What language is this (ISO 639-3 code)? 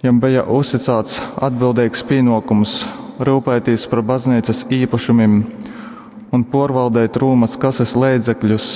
ltg